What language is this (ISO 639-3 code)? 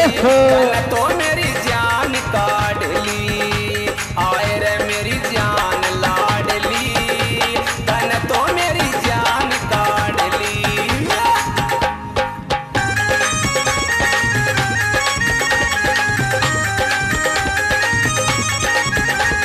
bgc